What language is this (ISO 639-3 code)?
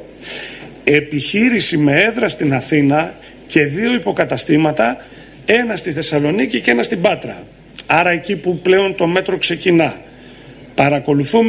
ell